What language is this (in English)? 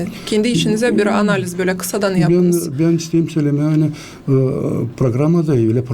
Gagauz